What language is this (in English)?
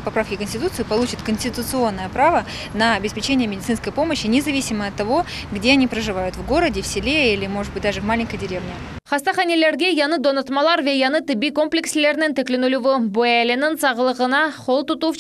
Crimean Tatar